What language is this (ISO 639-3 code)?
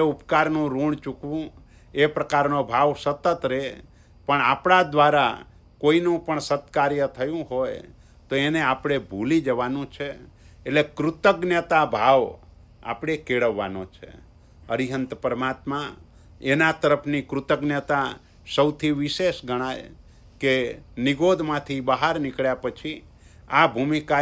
guj